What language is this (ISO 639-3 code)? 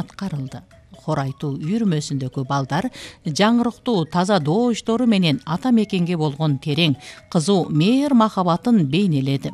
kir